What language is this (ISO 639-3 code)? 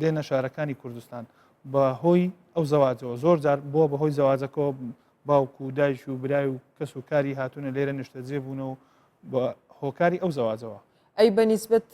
ckb